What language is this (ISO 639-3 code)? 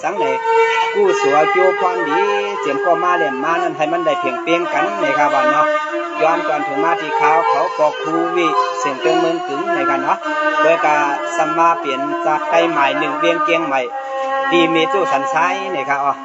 shn